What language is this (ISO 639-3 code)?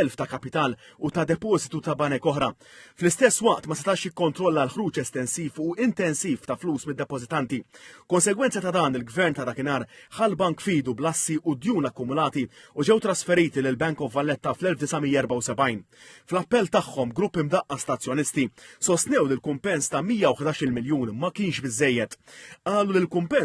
mlt